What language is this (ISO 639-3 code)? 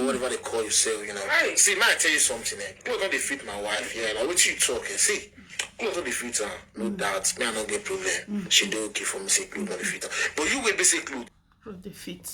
pcm